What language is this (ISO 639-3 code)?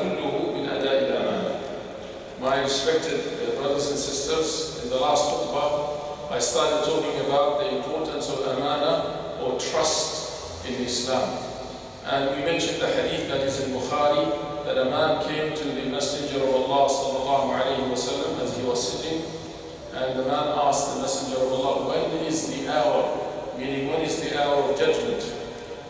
eng